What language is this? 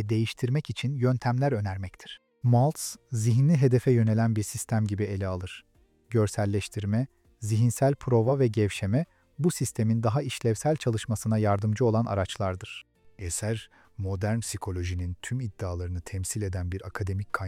Turkish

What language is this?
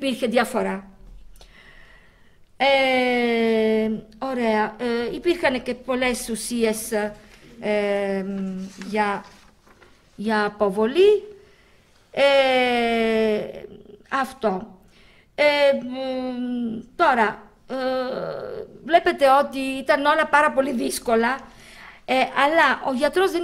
Greek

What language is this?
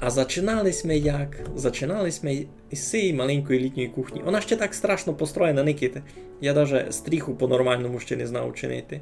Rusyn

